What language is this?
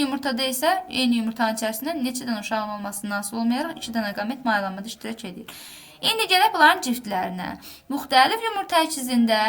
Azerbaijani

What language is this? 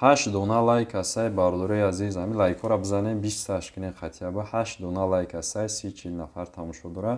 Tajik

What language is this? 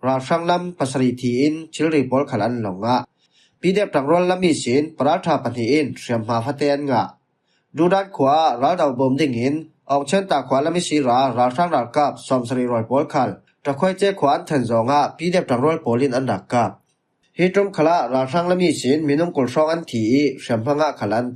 Falam Chin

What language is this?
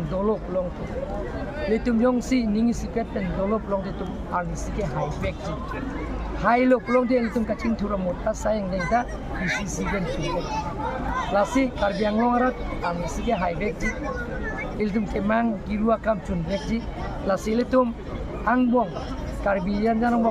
Karbi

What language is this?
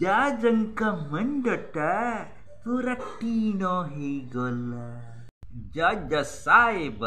Odia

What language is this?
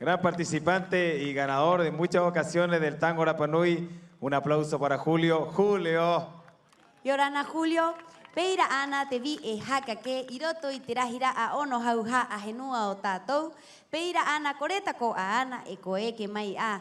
Rapanui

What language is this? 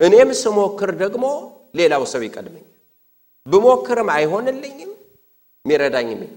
Amharic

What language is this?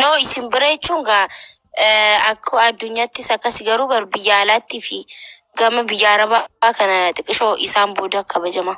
Oromo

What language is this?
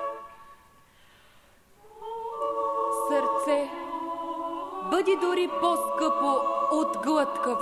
Bulgarian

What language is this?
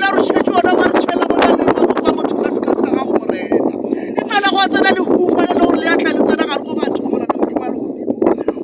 Northern Sotho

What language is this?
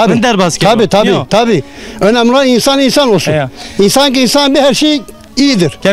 Zaza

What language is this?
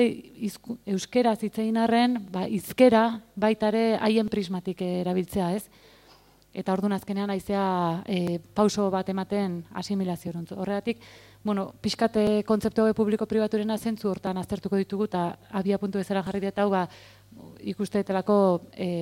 Basque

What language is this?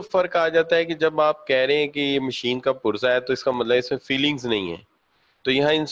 Urdu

